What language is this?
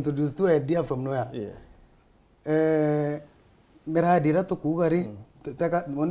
Meru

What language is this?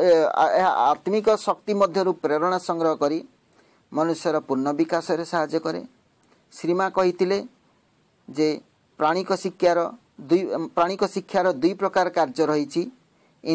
Odia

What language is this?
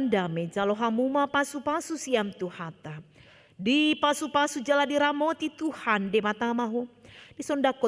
Batak Toba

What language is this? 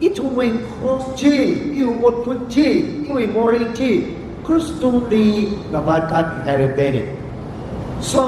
Tangkhul Naga (India)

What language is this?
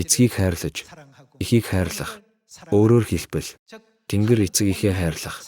Mongolian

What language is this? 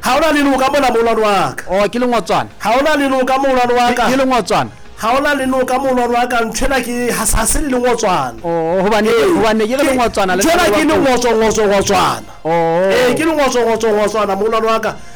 Southern Sotho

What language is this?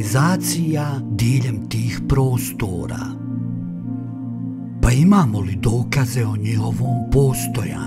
Croatian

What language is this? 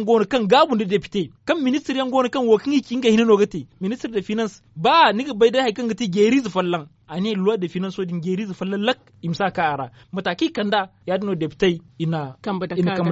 Zarma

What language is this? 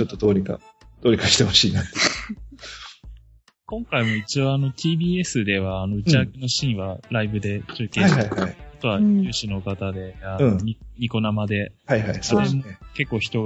Japanese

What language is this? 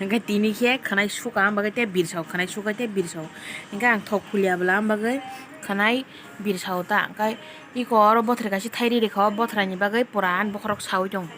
Kok Borok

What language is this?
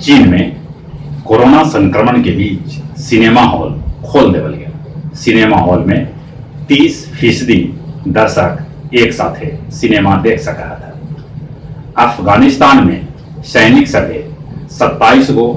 Magahi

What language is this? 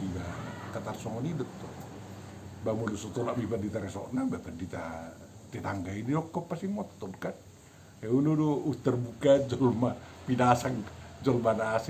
Batak Toba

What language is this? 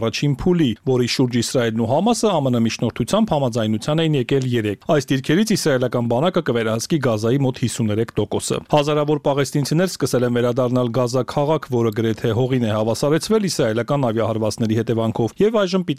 Armenian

